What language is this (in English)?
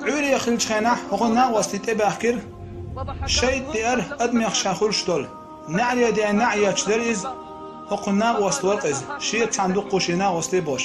Chechen